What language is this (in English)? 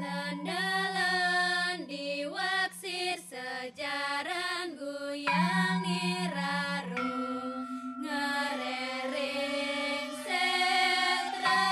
Balinese